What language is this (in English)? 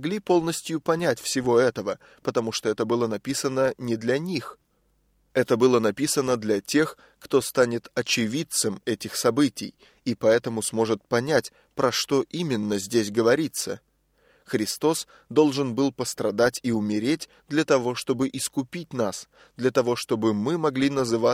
Russian